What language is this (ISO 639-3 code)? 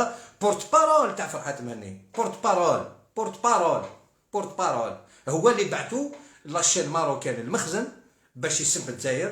arq